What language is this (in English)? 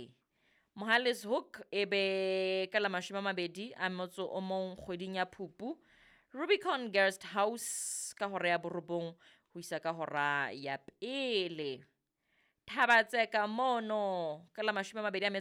Southern Sotho